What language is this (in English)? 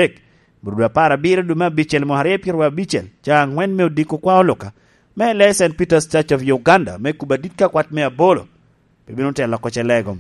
Lango (Uganda)